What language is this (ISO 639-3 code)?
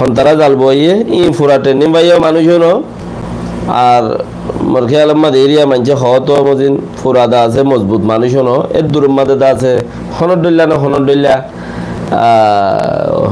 rhg